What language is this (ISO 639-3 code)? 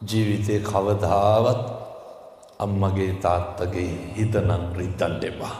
sin